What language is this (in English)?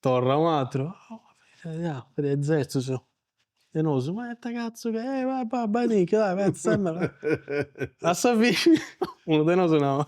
Sardinian